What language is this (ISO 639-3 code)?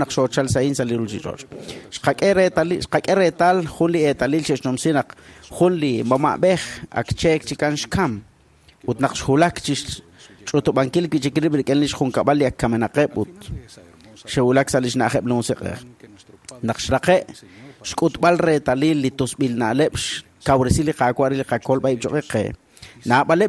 kek